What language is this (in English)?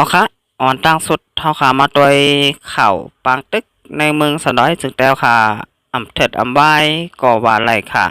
Shan